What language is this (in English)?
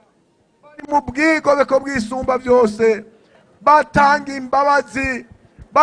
Rundi